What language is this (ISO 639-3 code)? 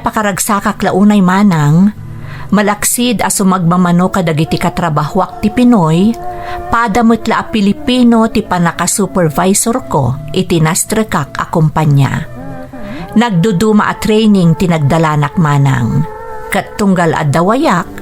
ilo